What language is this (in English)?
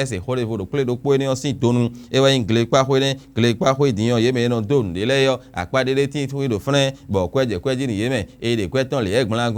Fon